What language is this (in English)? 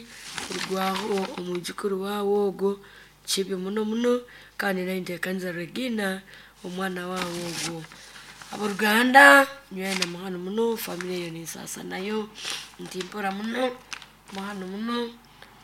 Nyoro